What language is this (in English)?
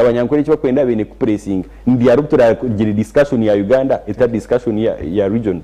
Nyankole